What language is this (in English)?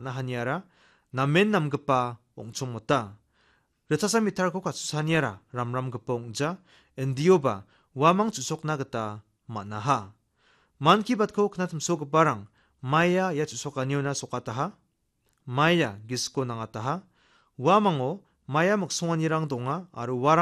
Garo